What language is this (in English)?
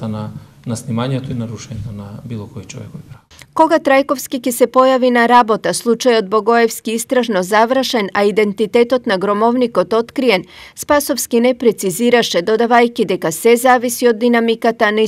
Macedonian